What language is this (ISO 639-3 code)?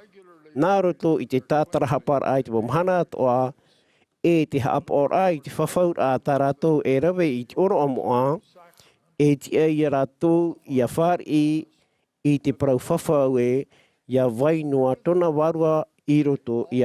tah